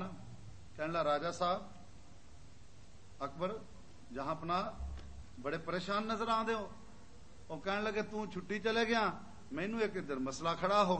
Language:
Punjabi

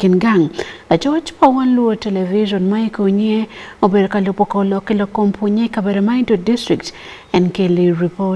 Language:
Acoli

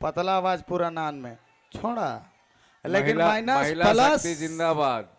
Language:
Sadri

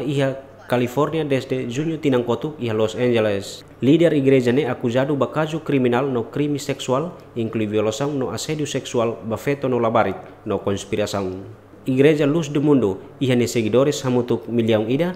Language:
Tetum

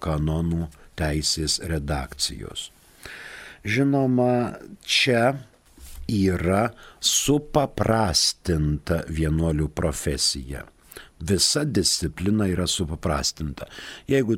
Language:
Lithuanian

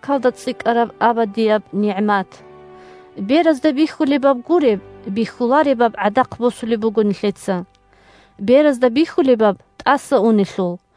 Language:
Avaric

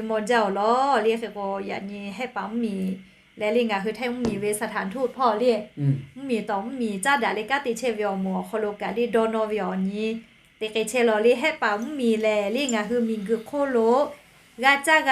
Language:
Lahu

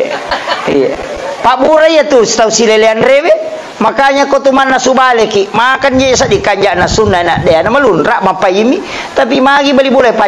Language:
Buginese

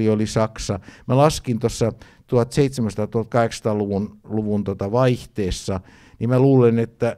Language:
Finnish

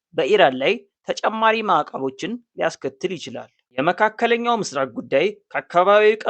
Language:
Amharic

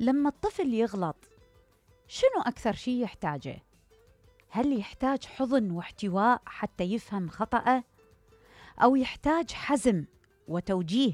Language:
Mesopotamian Arabic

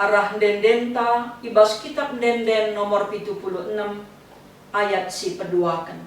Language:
Batak Karo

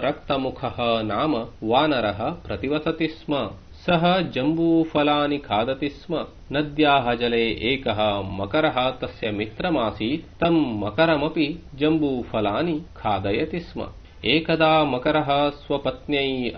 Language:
Sanskrit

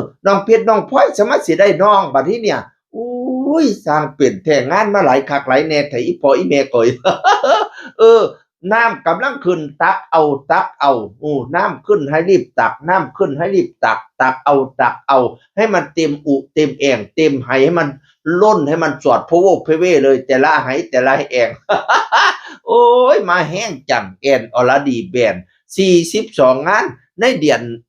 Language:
Northeastern Thai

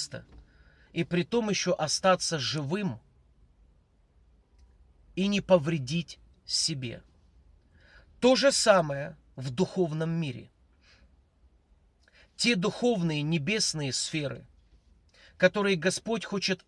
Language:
Russian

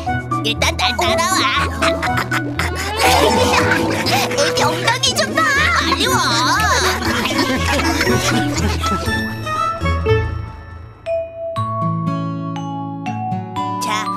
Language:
Korean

